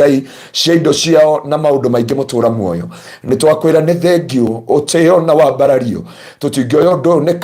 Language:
Kikuyu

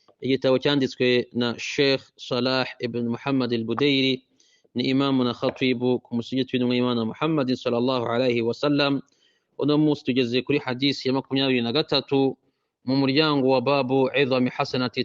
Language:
Kinyarwanda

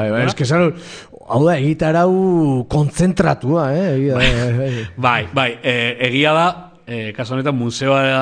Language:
Basque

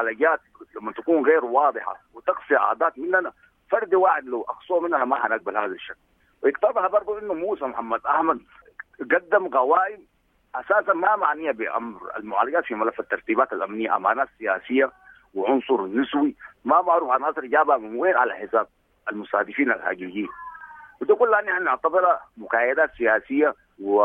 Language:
Sudanese Arabic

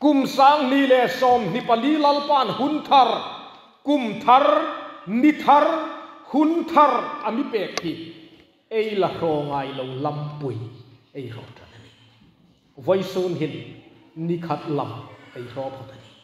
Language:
Hmar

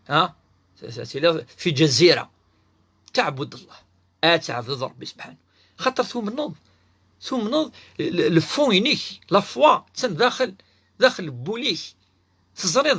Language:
Kabyle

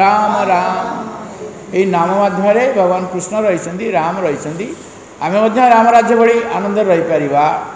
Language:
Odia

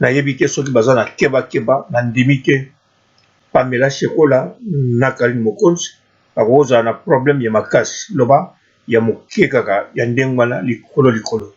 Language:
Lingala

